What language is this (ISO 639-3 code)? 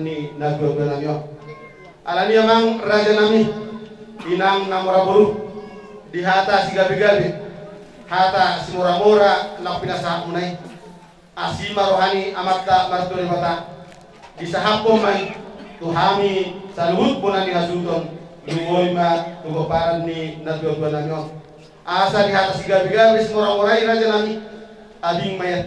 bbc